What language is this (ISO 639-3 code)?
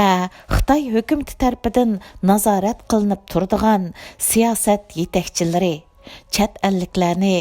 uig